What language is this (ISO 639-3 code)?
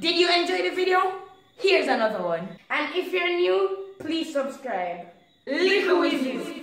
jam